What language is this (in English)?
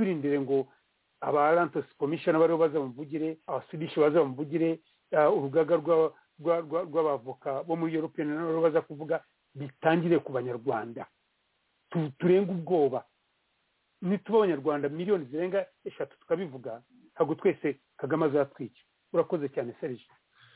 Kinyarwanda